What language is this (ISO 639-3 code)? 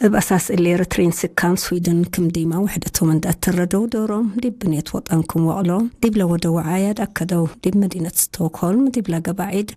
tig